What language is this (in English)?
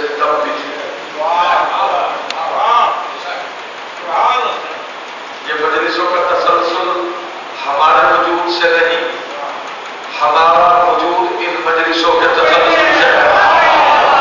Urdu